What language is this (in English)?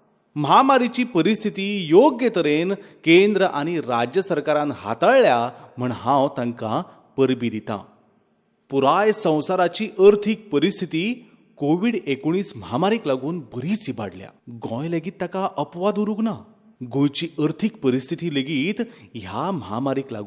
Konkani